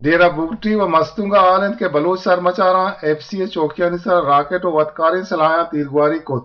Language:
Eastern Balochi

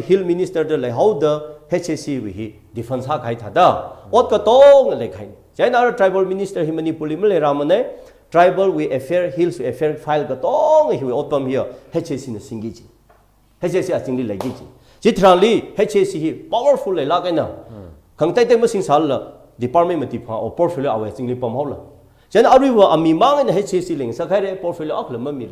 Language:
Tangkhul Naga (India)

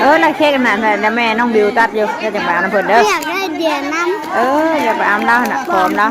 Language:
Northeastern Thai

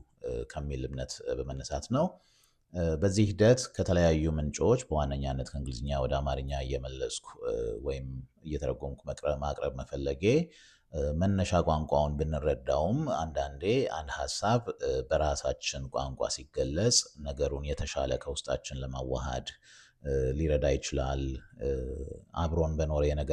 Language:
Amharic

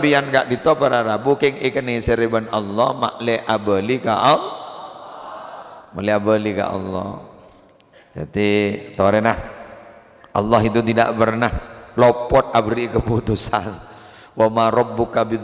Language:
Madurese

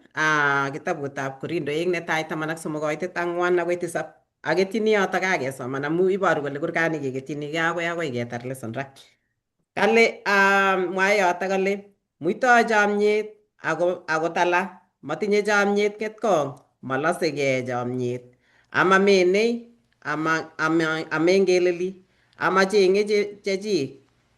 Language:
Kalenjin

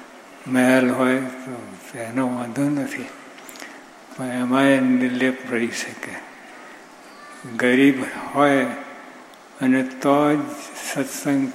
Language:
Gujarati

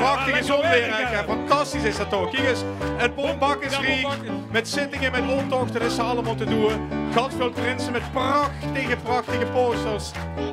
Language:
Limburgish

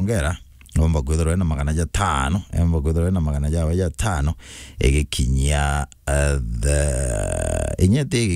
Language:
Meru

